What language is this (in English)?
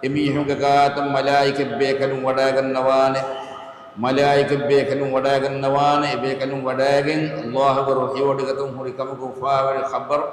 Divehi